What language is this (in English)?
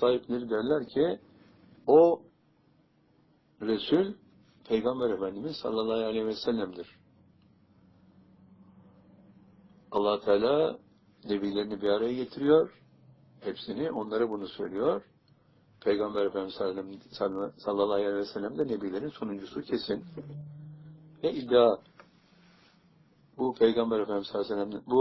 Turkish